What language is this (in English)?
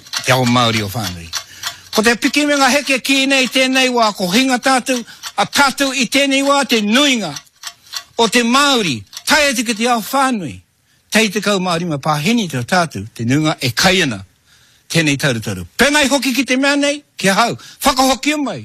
Māori